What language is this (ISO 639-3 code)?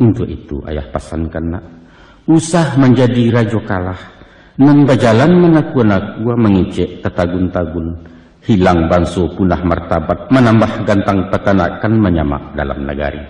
min